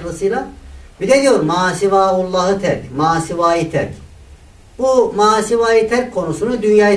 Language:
Turkish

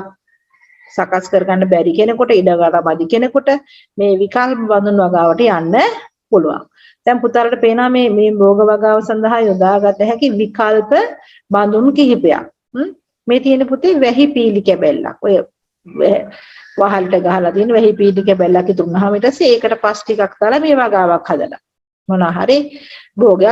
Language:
Sinhala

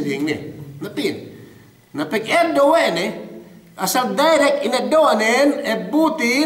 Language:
Yakan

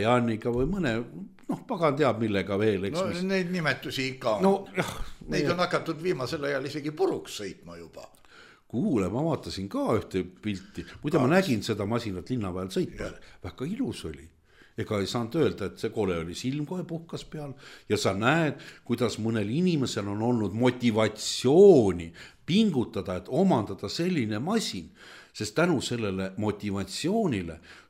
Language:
Estonian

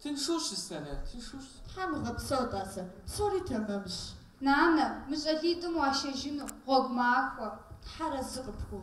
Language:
Kabardian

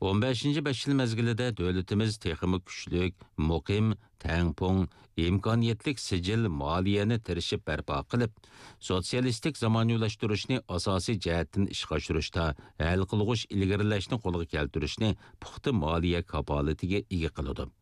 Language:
Uyghur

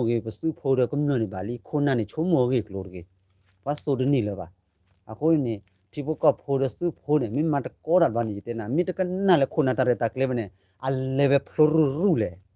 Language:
S'gaw Karen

